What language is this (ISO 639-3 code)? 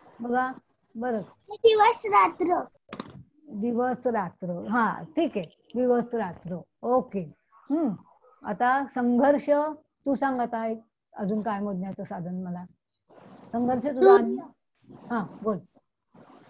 mar